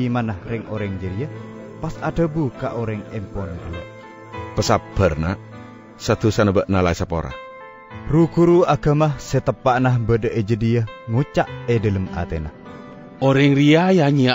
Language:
Madurese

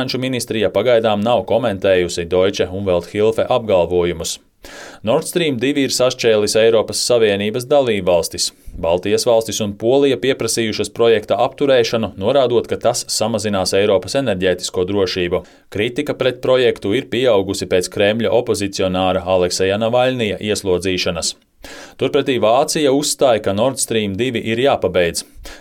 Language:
Latvian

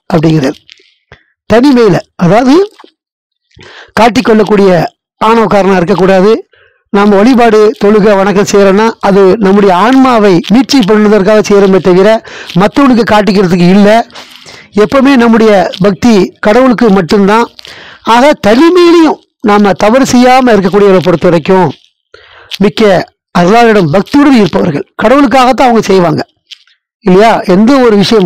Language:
Tamil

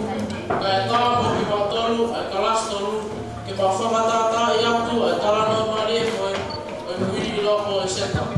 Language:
Tongan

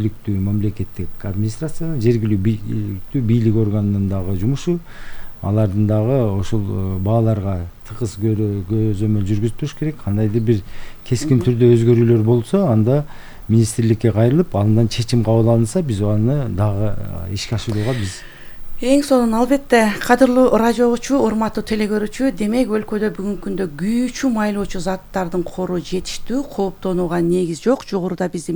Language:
Kyrgyz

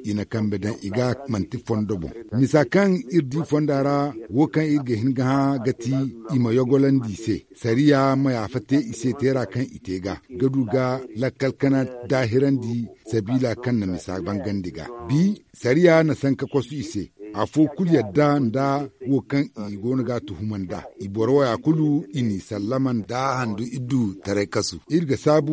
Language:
Zarma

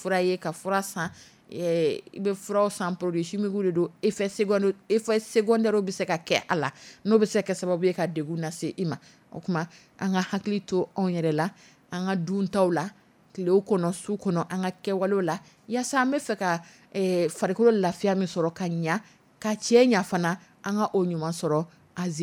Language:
Dyula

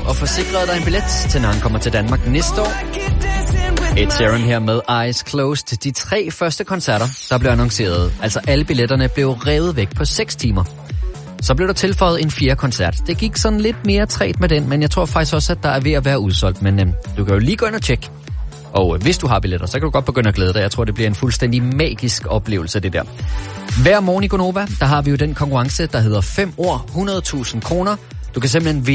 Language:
Danish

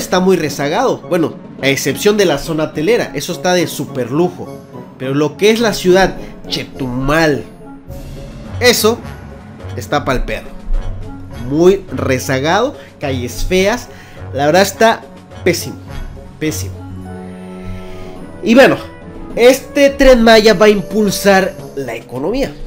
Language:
Spanish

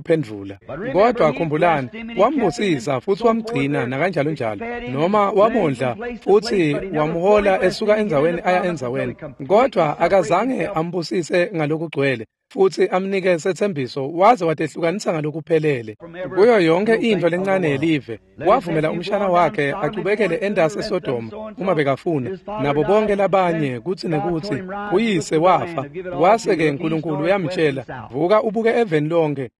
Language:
Swati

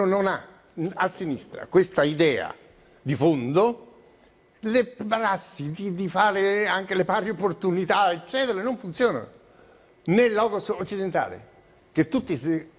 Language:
Italian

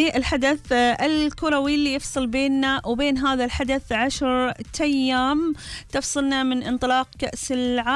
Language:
Gulf Arabic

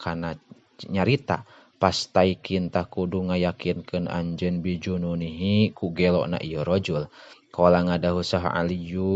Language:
Sundanese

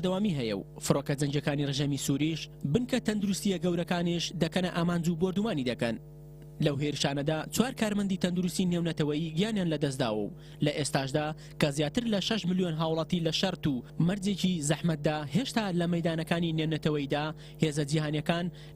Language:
Central Kurdish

